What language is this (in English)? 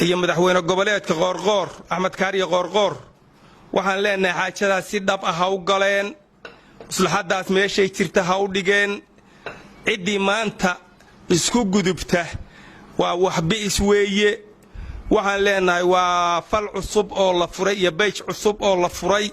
Somali